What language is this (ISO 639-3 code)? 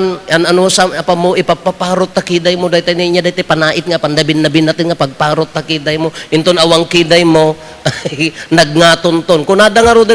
ilo